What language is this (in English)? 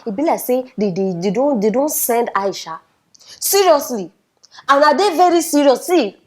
Nigerian Pidgin